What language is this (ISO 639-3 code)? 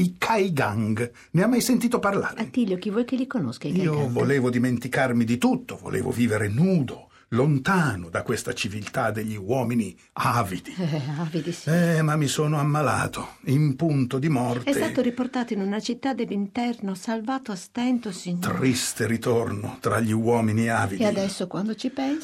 ita